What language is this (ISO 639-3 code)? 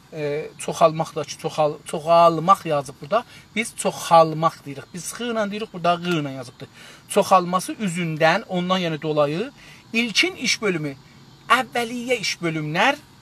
azb